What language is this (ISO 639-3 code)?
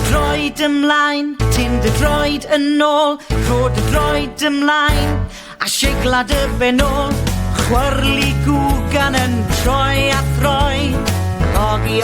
cym